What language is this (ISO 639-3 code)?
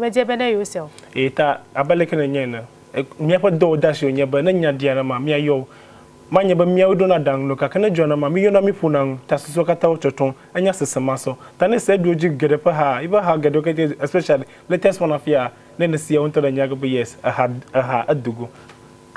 ewe